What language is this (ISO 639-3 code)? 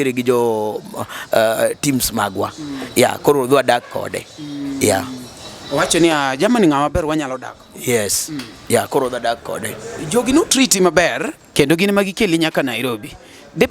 luo